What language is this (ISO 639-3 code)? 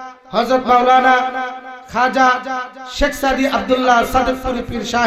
ben